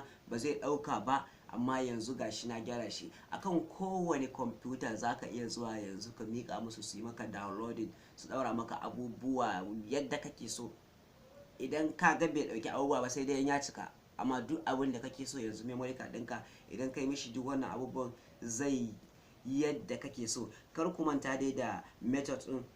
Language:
Hausa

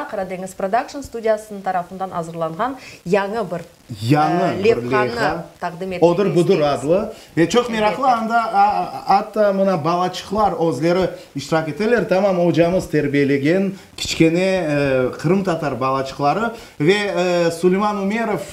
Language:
Crimean Tatar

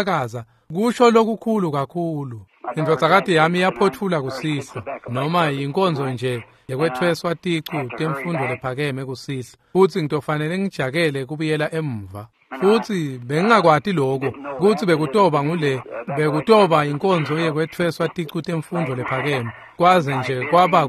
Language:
Swati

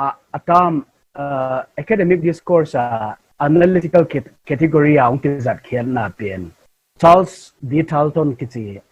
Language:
Tedim Chin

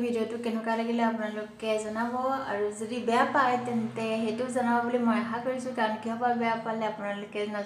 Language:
Assamese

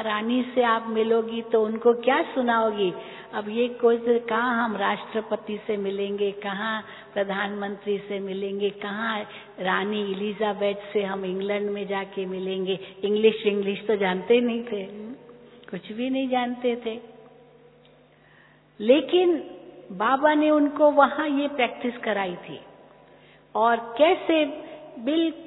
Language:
Hindi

